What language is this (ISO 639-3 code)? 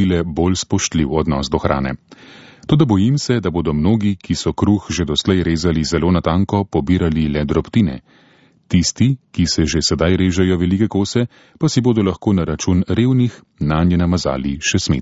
slv